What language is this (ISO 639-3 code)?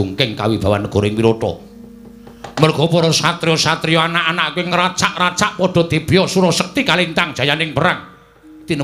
jav